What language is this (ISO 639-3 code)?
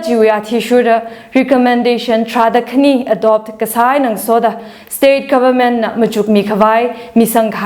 nmf